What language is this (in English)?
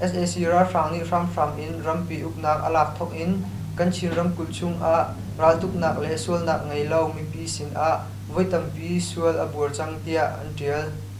Hakha Chin